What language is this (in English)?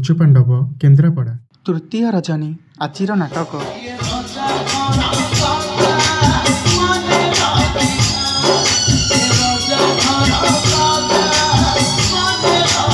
Odia